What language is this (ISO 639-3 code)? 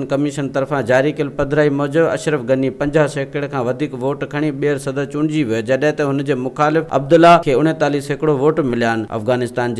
snd